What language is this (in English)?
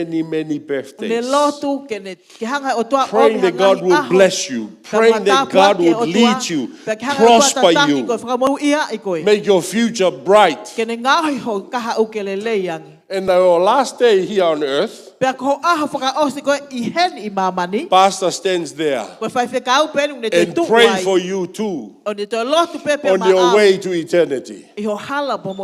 Tongan